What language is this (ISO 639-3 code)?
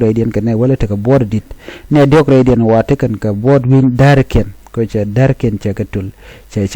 nus